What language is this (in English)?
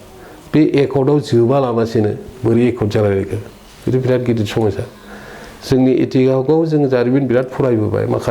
Bodo